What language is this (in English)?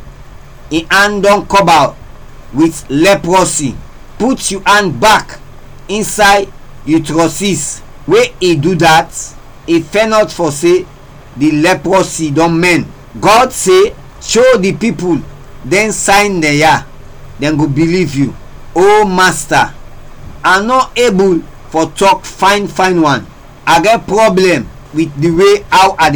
Krio